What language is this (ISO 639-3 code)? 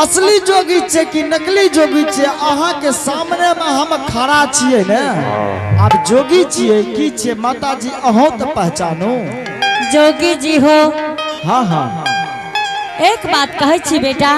anp